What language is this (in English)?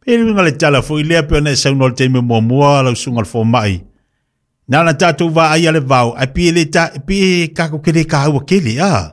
Samoan